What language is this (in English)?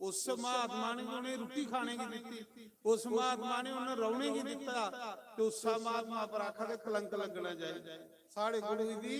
Dogri